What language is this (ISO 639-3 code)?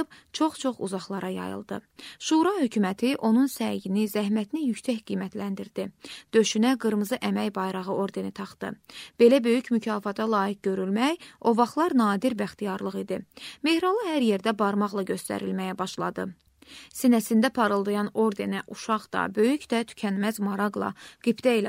aze